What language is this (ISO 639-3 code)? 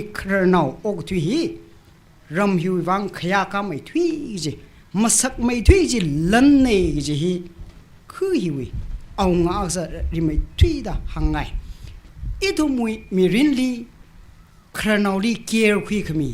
nmf